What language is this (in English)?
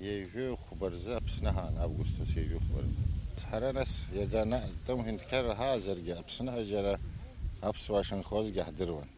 Abkhazian